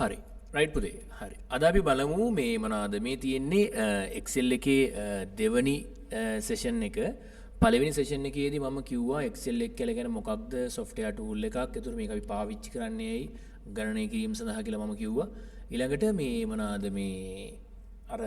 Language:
Sinhala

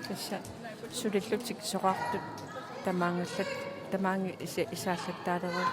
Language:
Kalaallisut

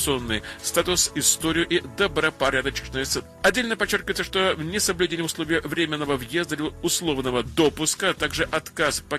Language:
Russian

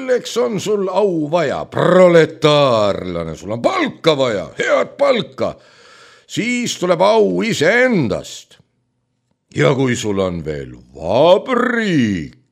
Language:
Estonian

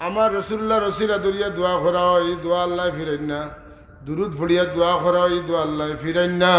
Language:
Sylheti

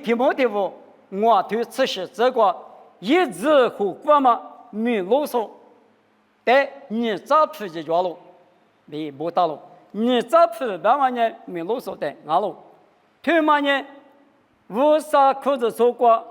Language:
Lisu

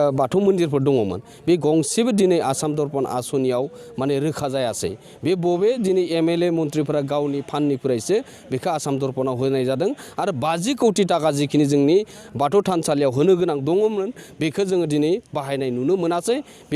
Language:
Bodo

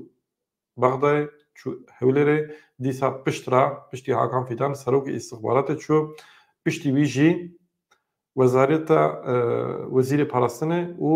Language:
Kurdish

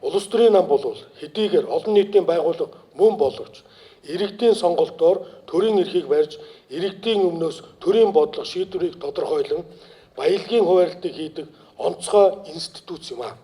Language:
Mongolian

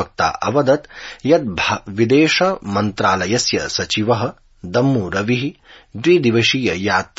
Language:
Sanskrit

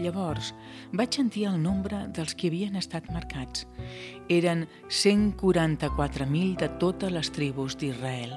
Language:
Catalan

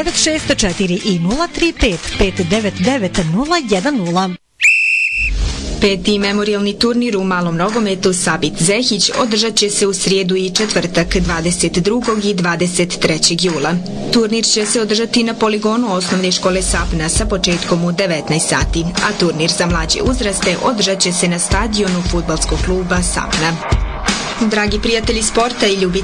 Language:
Bosnian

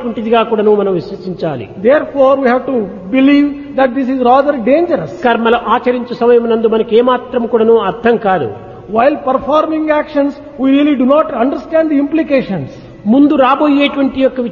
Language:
Telugu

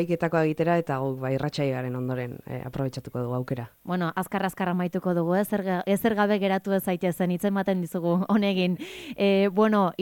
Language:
Basque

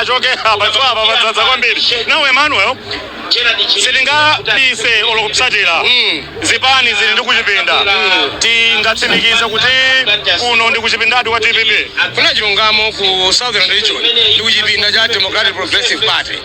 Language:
Nyanja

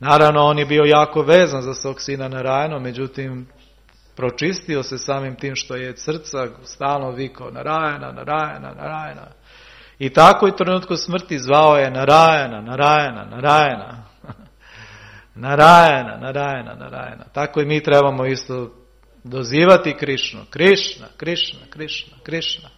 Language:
Serbian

